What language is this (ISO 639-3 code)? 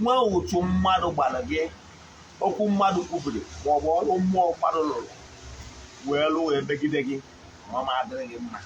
ibo